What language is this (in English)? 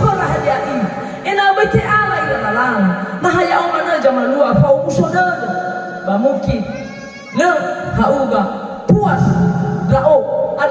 Nias